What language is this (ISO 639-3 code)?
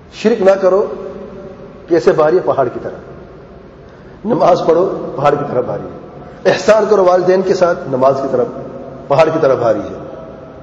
urd